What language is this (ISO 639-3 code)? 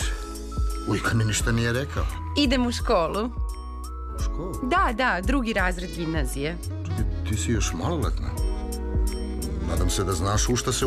srp